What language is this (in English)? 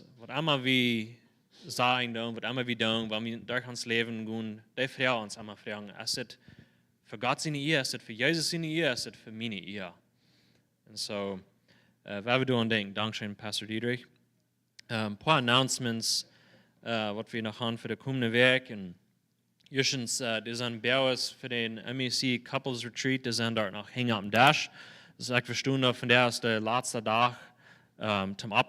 Plautdietsch